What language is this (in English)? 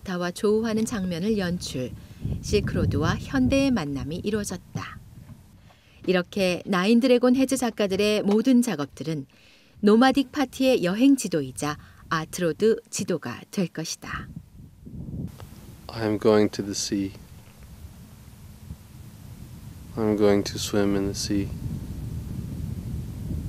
Korean